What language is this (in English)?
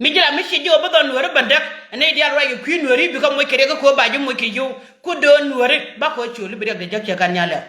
Nuer